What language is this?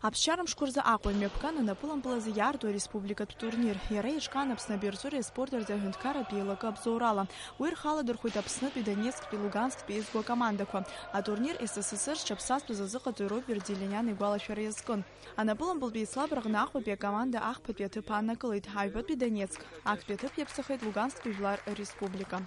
Abkhazian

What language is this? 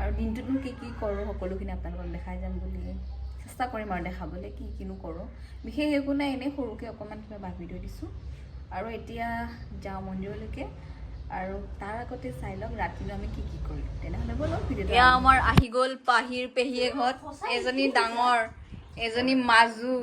Assamese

